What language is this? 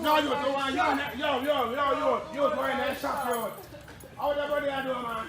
Jamaican Creole English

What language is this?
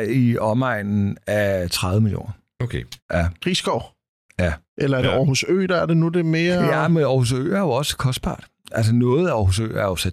Danish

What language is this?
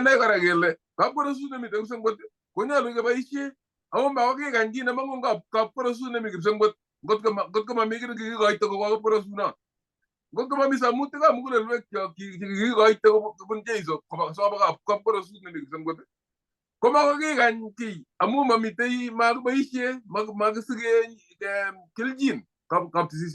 Kalenjin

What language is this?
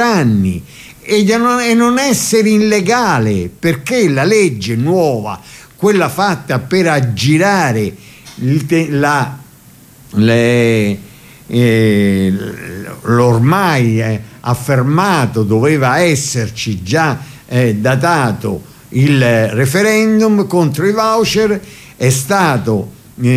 Italian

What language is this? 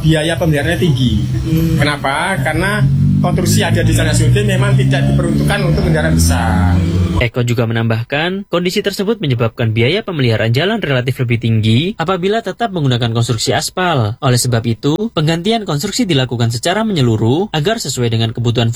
Indonesian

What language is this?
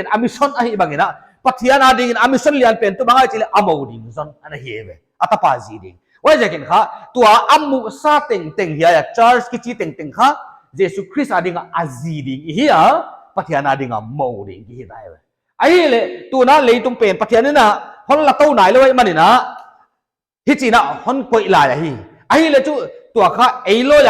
Paite Chin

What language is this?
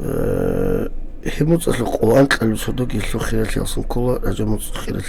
Avaric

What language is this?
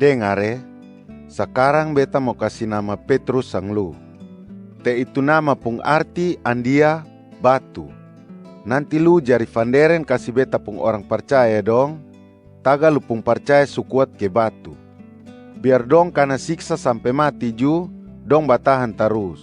Kupang Malay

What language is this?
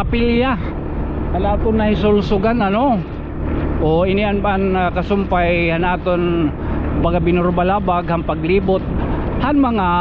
Waray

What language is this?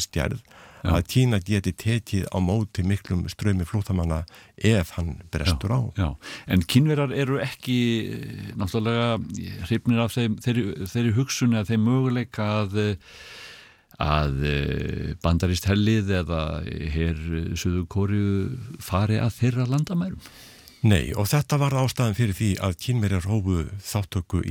Icelandic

